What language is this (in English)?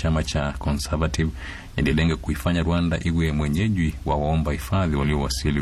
Swahili